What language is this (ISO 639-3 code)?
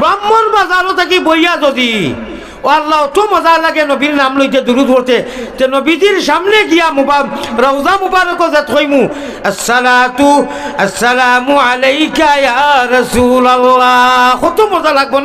syl